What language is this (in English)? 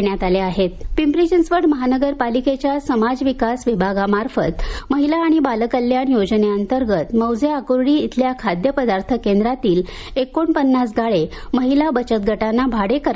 Marathi